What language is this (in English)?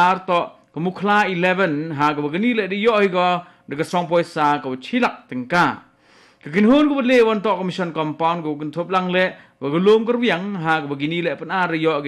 Khasi